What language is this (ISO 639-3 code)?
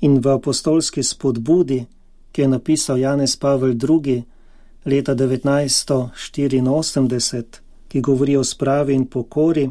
slv